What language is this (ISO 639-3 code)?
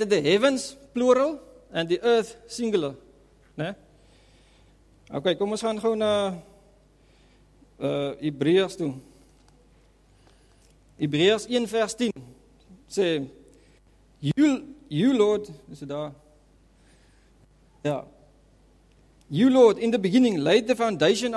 afr